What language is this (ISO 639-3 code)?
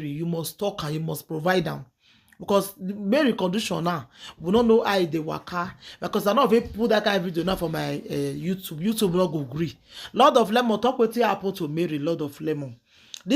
pcm